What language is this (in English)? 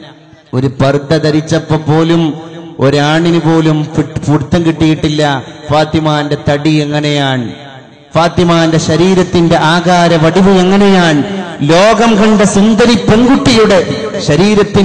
Malayalam